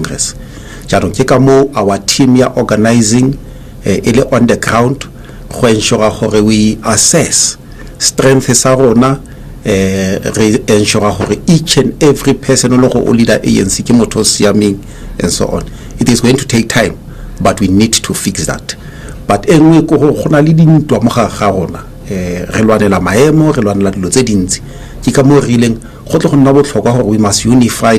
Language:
Tswana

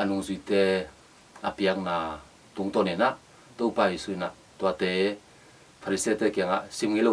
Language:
Tedim Chin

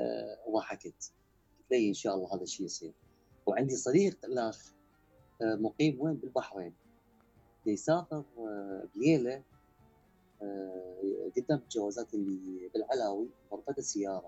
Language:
Mesopotamian Arabic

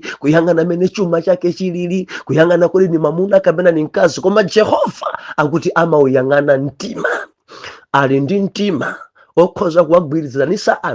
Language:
Nyanja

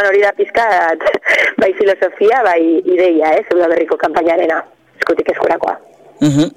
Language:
Basque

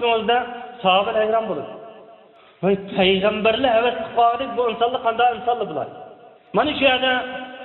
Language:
Uyghur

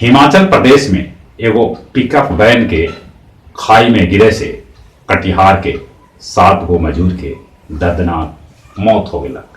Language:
Magahi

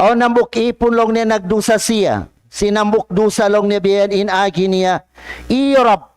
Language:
Tausug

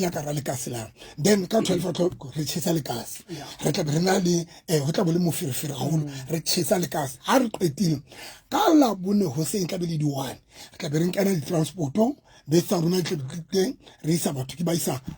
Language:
Southern Sotho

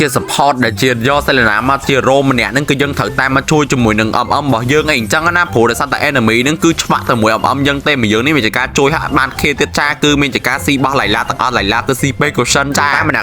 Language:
Khmer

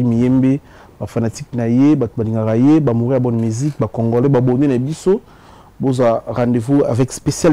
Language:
Lingala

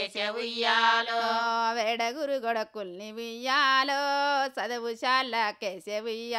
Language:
Telugu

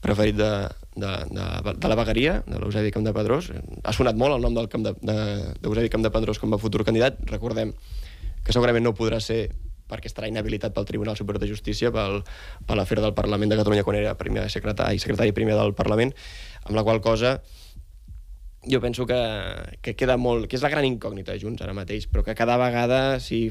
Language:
Catalan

